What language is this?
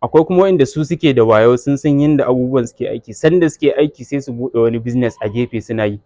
Hausa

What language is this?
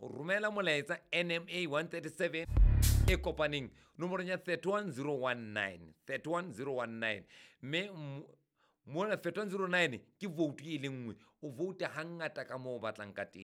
Southern Sotho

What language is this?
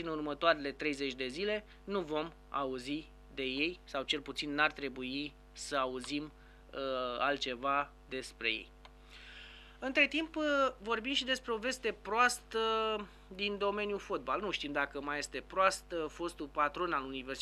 Romanian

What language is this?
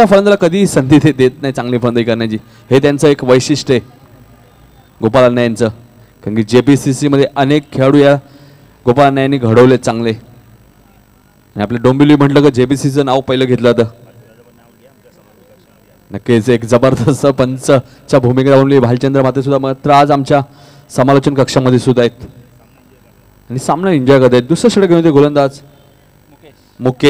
Marathi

